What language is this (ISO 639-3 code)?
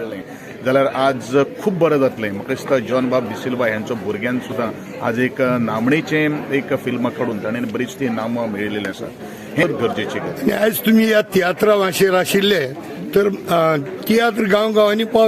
kok